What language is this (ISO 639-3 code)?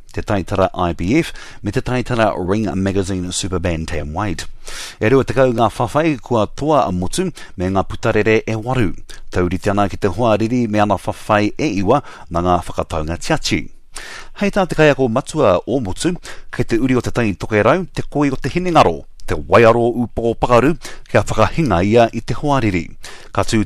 mri